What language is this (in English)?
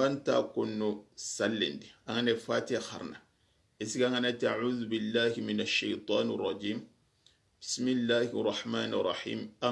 Soninke